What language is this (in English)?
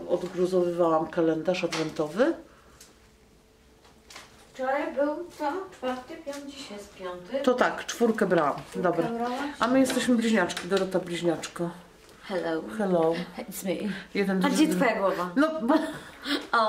Polish